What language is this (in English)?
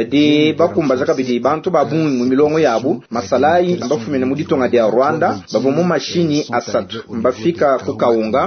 Luba-Lulua